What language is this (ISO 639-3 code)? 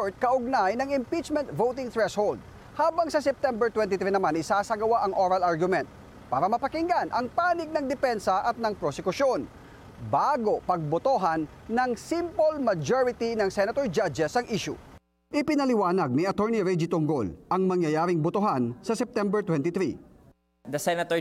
fil